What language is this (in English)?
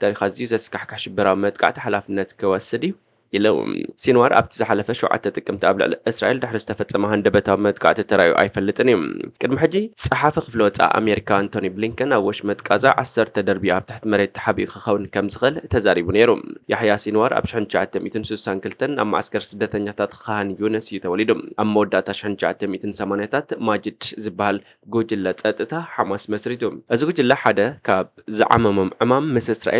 Tigrinya